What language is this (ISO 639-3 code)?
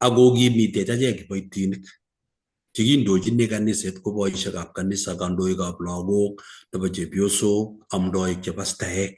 kln